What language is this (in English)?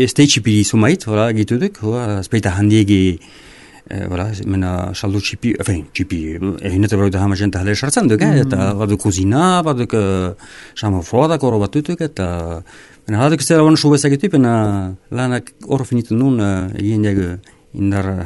Basque